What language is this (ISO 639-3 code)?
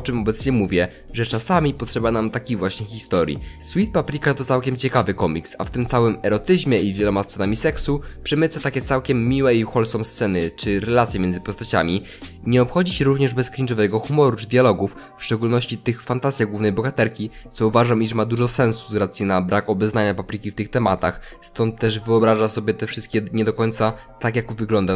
pol